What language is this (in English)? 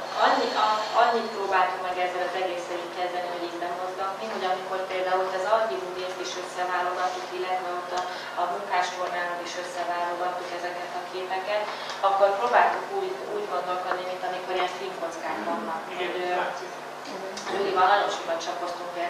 Hungarian